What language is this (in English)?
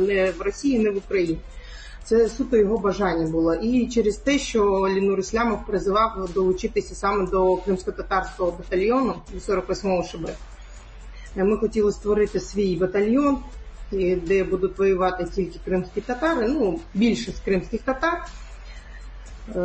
Ukrainian